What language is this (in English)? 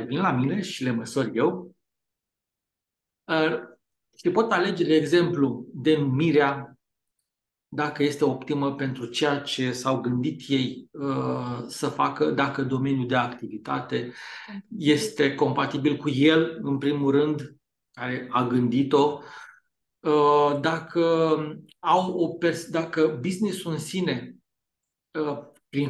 Romanian